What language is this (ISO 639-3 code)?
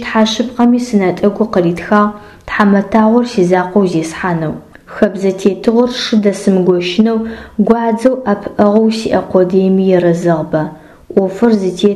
ady